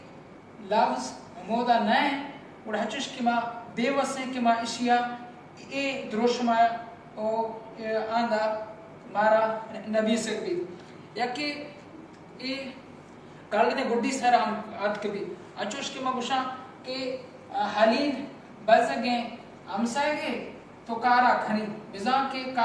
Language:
Baluchi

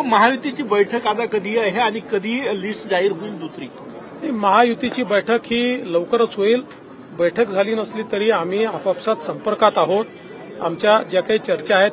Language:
Marathi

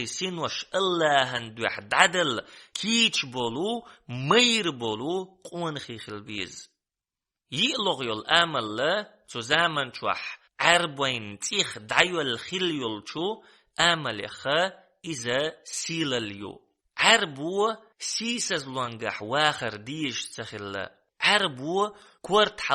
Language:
Chechen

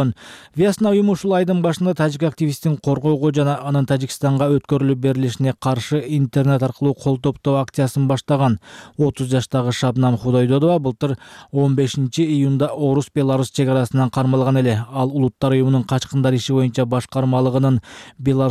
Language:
Kyrgyz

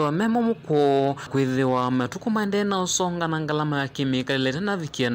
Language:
Kamba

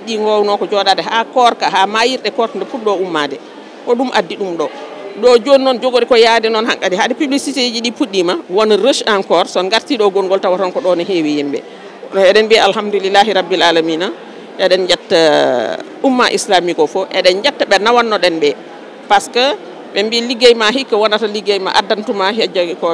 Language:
Fula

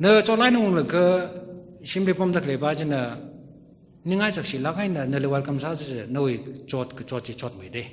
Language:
Tangkhul Naga (India)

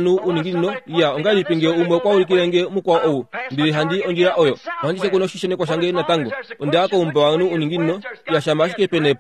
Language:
Kuanyama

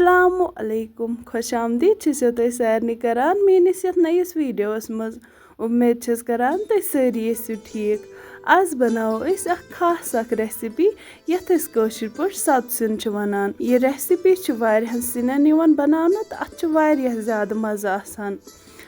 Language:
Kashmiri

